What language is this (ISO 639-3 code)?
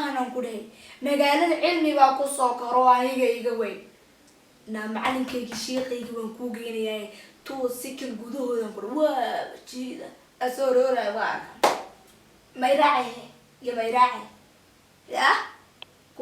som